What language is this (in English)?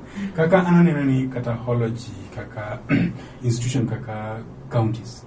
Luo (Kenya and Tanzania)